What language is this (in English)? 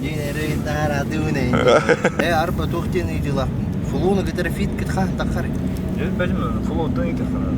Yakut